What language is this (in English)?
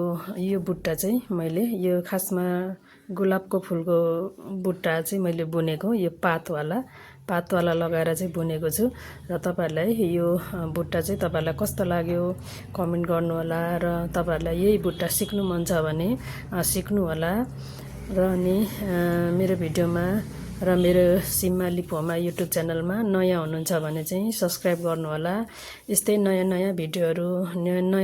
Nepali